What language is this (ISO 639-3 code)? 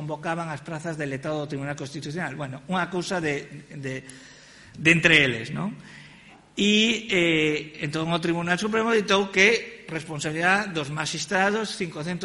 glg